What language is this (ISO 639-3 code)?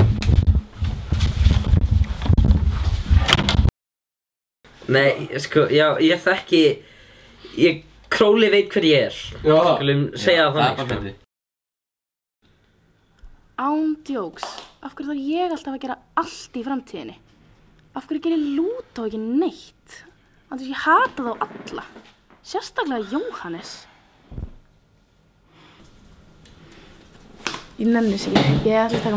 isl